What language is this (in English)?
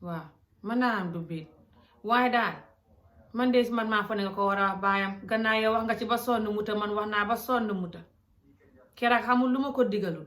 Wolof